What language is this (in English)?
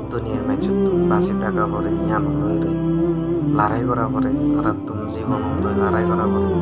Rohingya